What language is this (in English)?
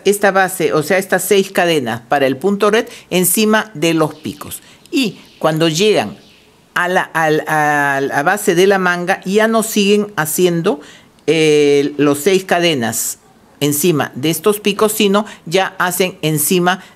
Spanish